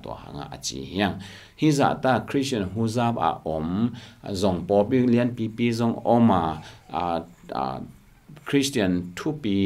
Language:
Tedim Chin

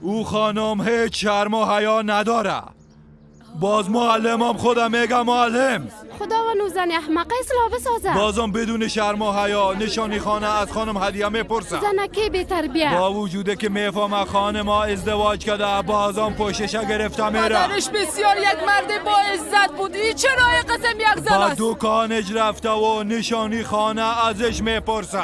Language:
Persian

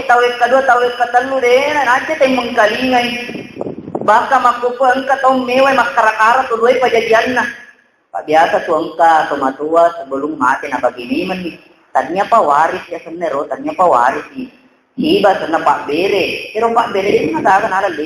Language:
Buginese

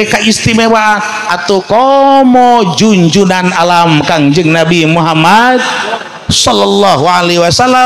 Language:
Sundanese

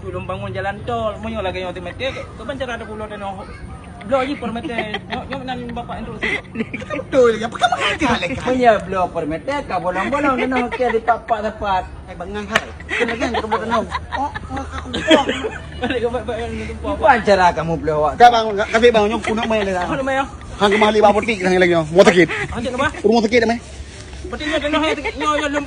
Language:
Achinese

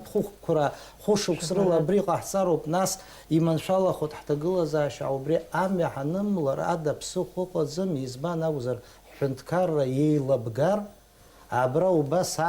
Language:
Abkhazian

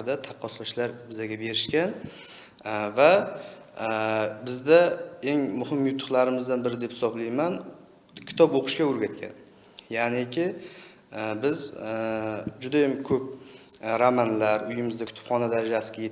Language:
Uzbek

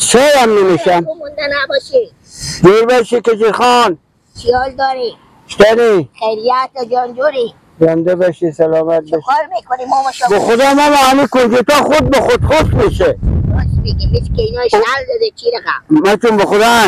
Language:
Persian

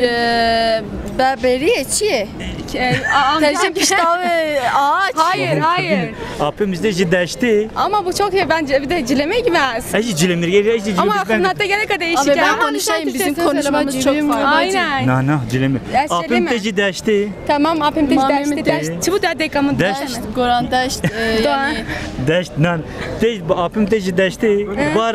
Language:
Kurdish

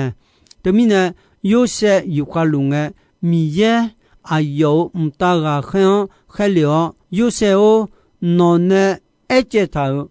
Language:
Akha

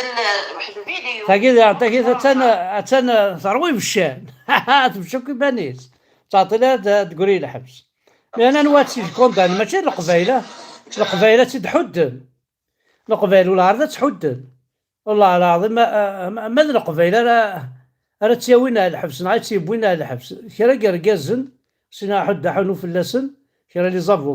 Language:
Kabyle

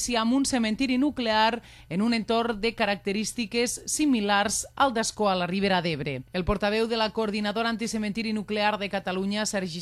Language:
Catalan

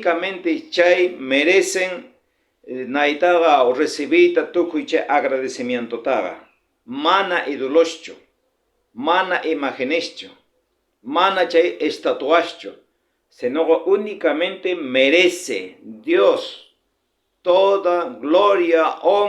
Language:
South Bolivian Quechua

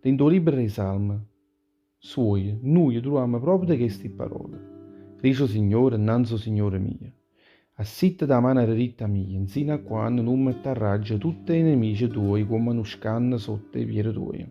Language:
Neapolitan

